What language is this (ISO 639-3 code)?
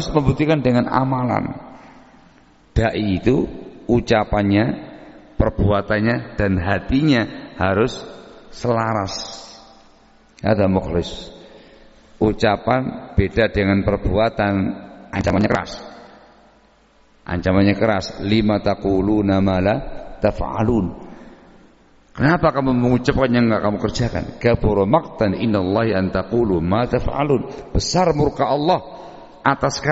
ind